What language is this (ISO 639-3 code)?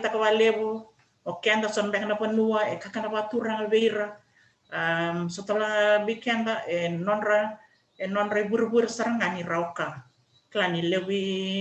fij